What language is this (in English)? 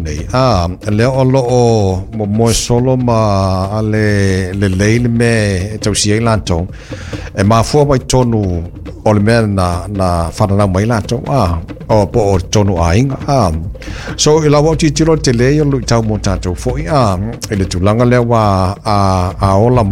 Samoan